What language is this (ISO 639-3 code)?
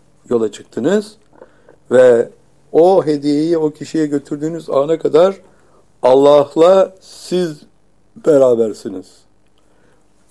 tur